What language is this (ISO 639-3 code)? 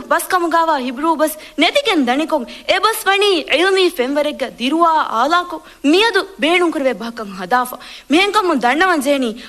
div